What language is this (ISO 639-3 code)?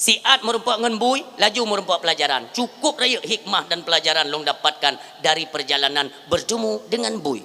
ace